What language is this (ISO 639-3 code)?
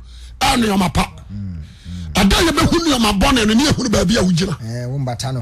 aka